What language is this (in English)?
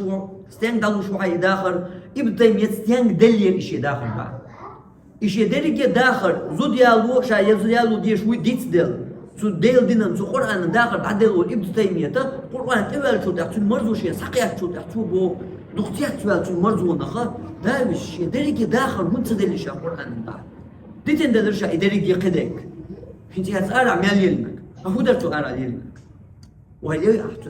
Chechen